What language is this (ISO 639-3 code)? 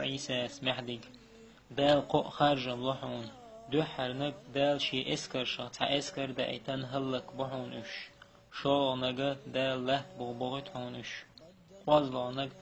che